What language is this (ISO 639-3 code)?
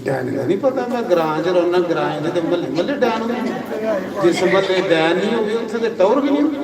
doi